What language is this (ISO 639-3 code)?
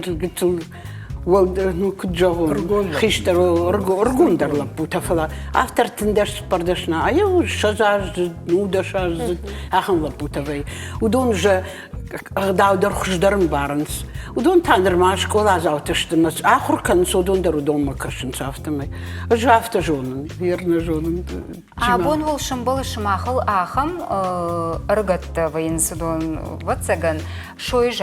oss